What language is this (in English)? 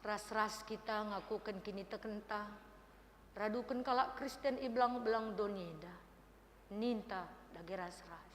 Batak Karo